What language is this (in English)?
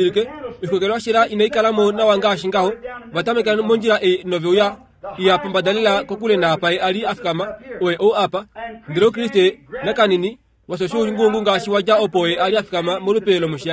Kuanyama